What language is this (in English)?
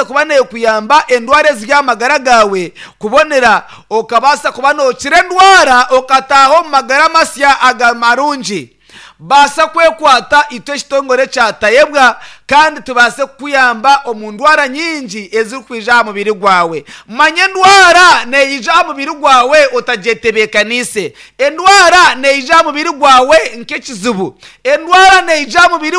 Nyankole